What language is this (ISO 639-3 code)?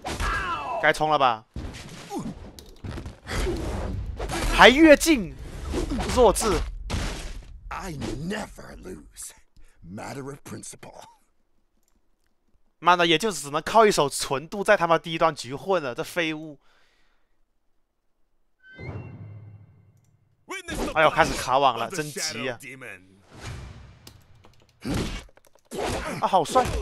zho